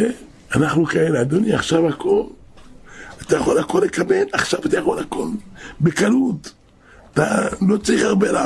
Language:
Hebrew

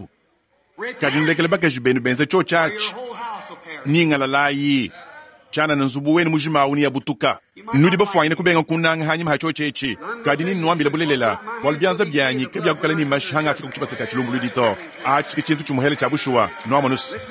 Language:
Luba-Lulua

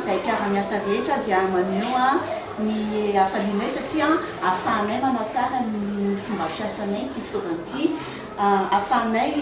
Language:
Malagasy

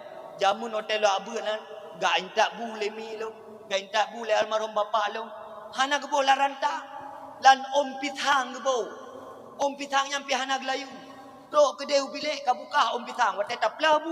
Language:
Achinese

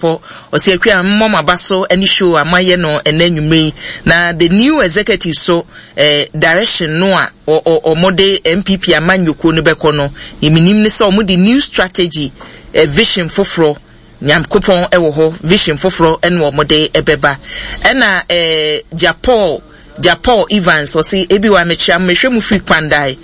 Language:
Akan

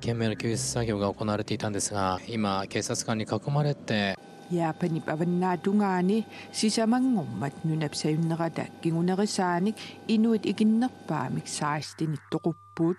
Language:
Kalaallisut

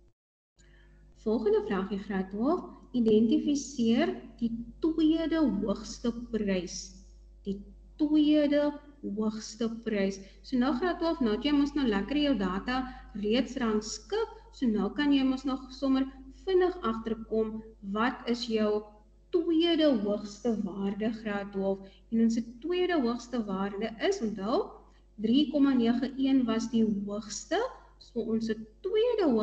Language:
Afrikaans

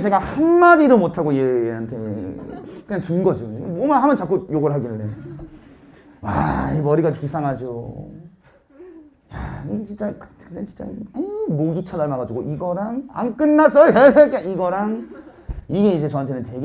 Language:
Korean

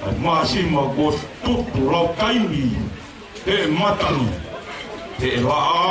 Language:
Tongan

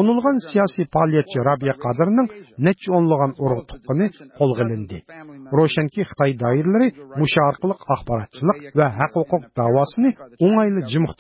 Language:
Uyghur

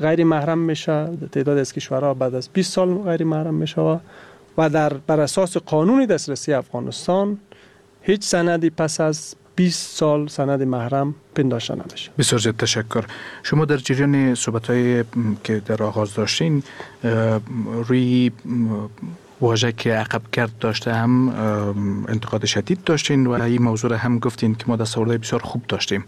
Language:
Persian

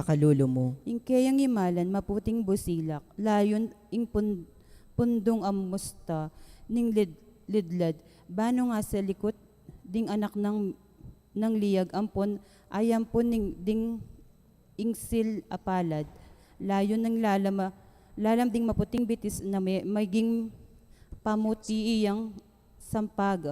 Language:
Pampanga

